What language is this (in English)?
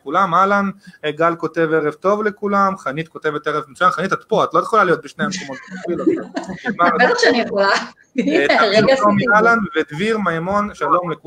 Hebrew